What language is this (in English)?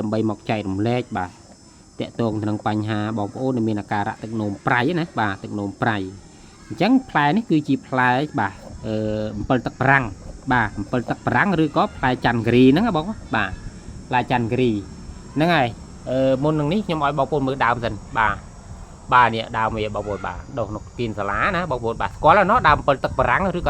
Khmer